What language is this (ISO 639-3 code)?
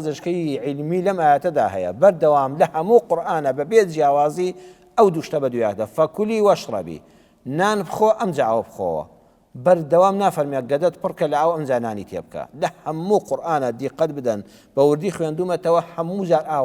ckb